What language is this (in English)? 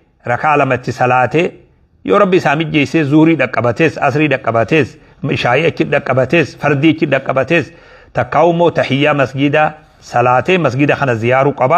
Oromo